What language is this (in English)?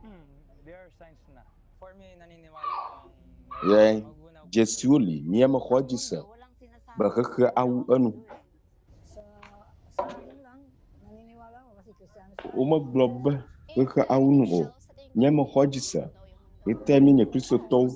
Ewe